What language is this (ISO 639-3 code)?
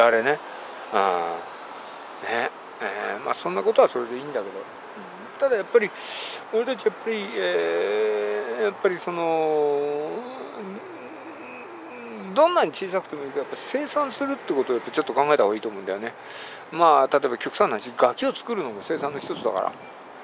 jpn